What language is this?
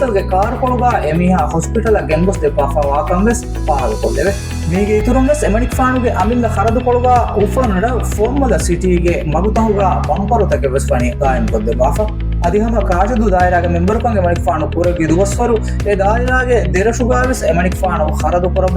Divehi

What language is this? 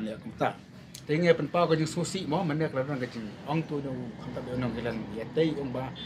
Khasi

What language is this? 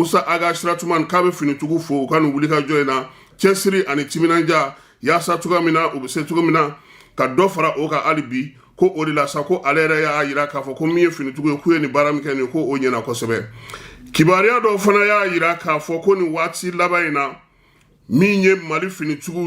Bambara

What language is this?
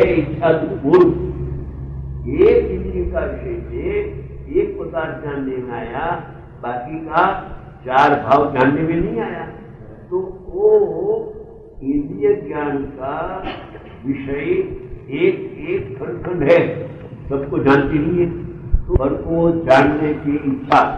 Hindi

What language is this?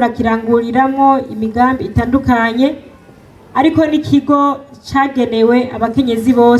Rundi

